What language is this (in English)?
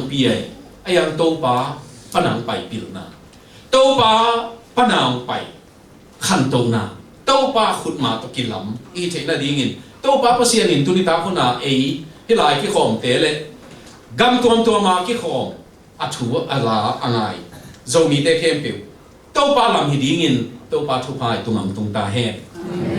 Tedim Chin